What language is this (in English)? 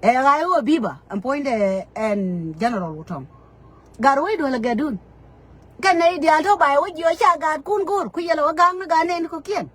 Nuer